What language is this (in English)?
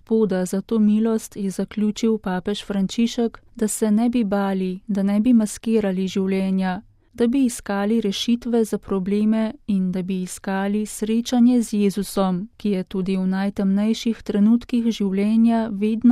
Slovenian